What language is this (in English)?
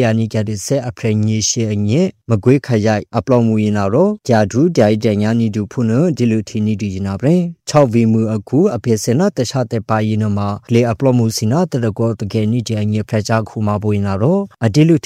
Burmese